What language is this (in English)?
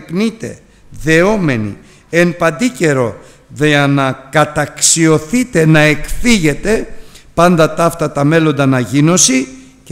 Greek